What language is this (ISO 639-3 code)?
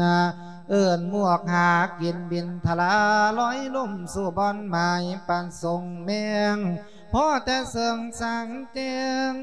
lao